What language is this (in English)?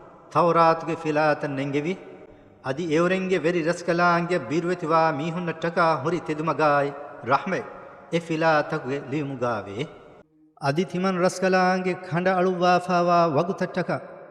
Divehi